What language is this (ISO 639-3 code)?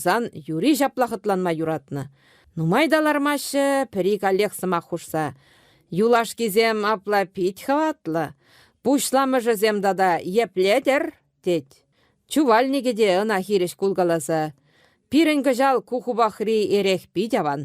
chv